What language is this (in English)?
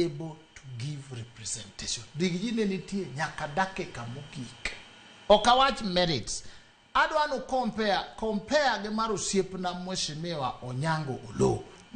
Luo (Kenya and Tanzania)